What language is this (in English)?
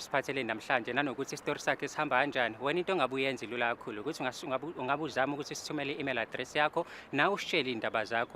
Zulu